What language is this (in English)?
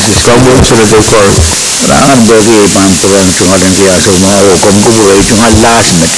Pohnpeian